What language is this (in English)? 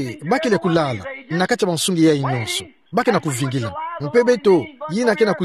Kituba (Democratic Republic of Congo)